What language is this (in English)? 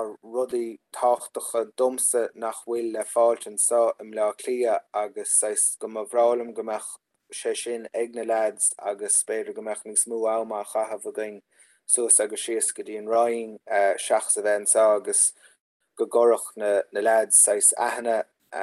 Irish